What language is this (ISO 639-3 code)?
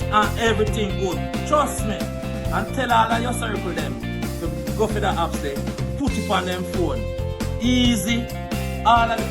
jam